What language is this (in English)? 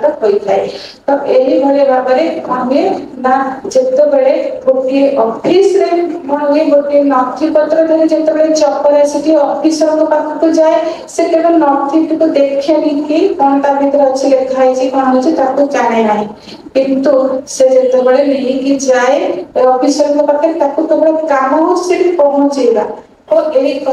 Odia